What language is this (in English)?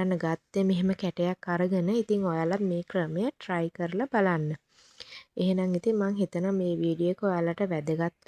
Sinhala